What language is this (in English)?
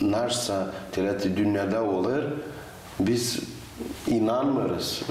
Gagauz